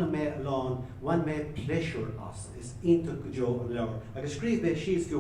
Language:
Irish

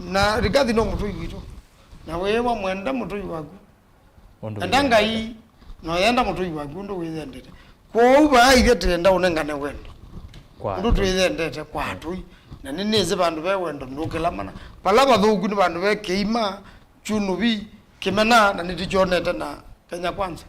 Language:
Kamba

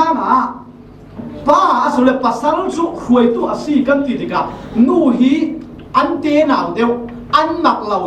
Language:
Falam Chin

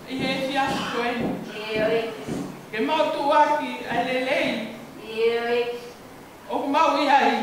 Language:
Tongan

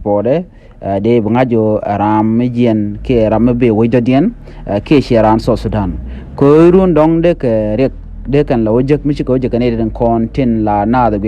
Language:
Nuer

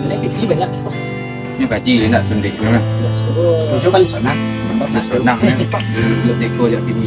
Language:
Minangkabau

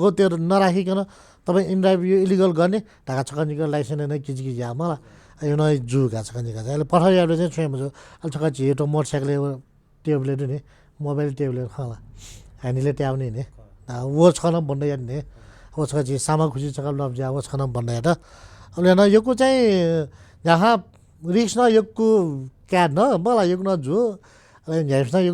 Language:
Newari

